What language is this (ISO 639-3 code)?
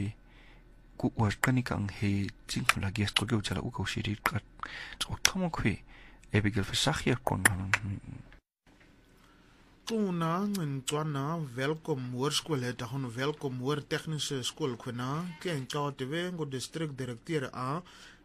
afr